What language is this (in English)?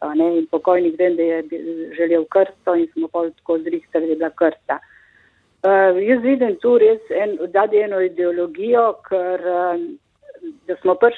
Slovenian